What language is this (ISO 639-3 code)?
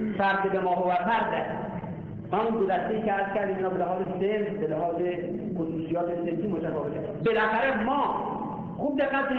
fas